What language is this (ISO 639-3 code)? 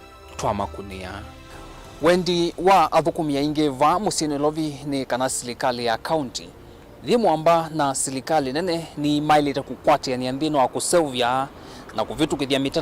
kam